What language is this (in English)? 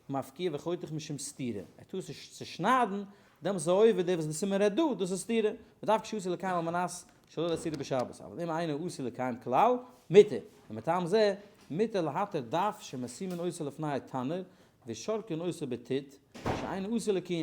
Yiddish